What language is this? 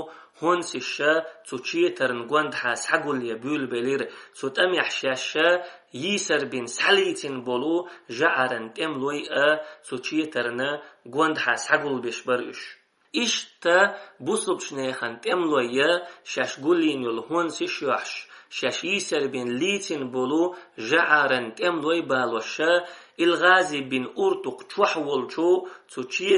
Chechen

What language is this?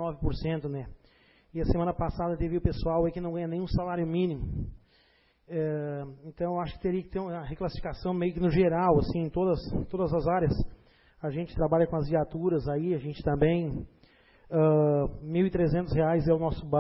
Portuguese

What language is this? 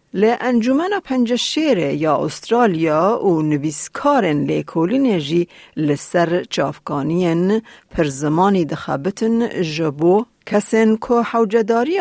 Kurdish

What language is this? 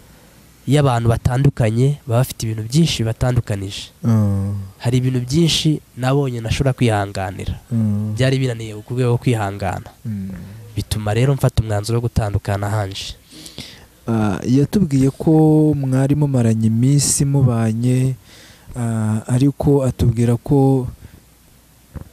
Kinyarwanda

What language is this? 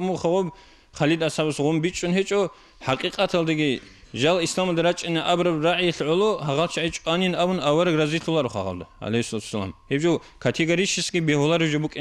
Avaric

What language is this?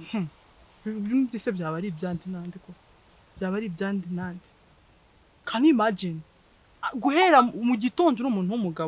Kinyarwanda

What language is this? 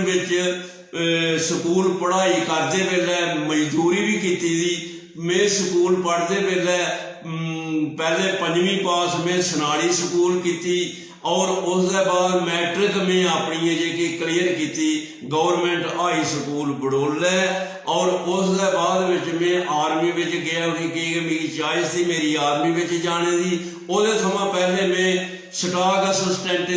Dogri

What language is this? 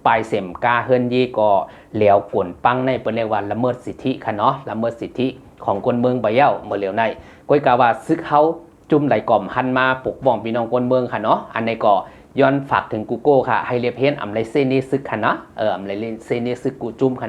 Shan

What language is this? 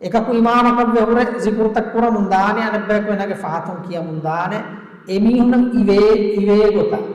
Divehi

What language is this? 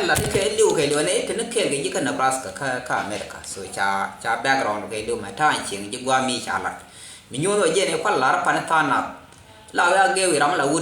Nuer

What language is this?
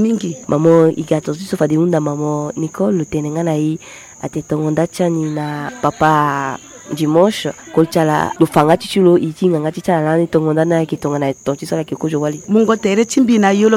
Sango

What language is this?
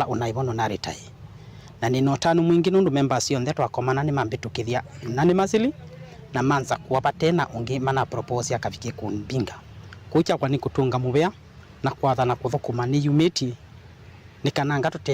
Kamba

